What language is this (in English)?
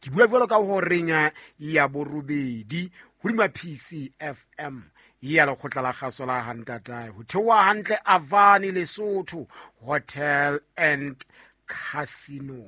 Southern Sotho